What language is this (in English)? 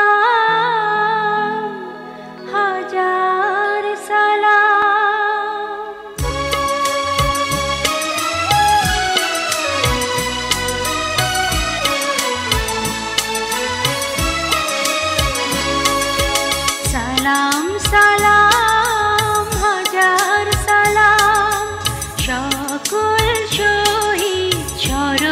Bangla